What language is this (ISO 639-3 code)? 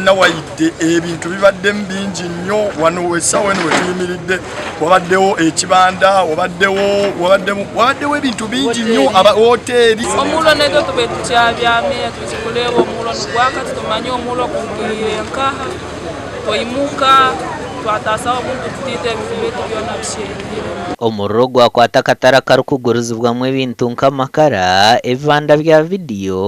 nyn